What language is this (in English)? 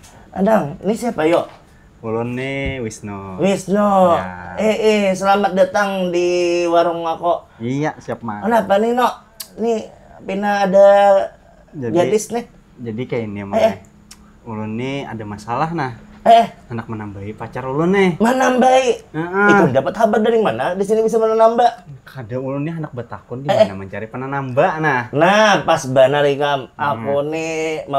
Banjar